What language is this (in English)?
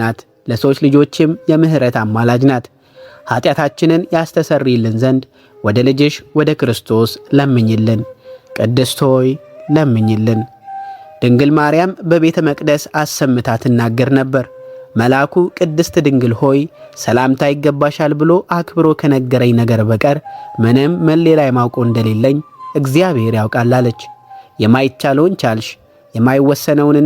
Amharic